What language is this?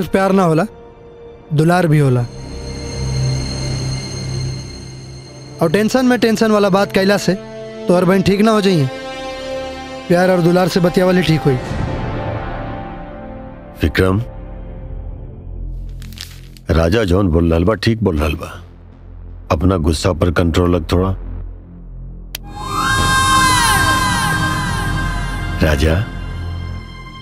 Bhojpuri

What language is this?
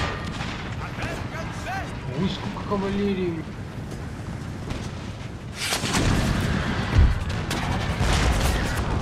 Russian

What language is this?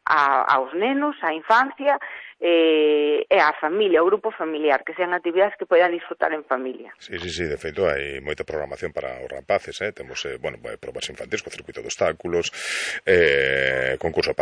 Galician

